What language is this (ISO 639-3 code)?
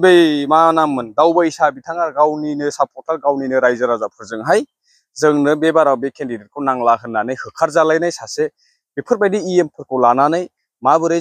brx